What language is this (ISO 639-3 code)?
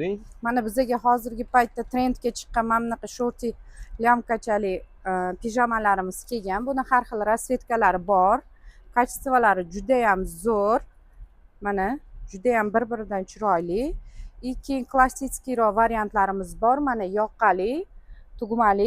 uzb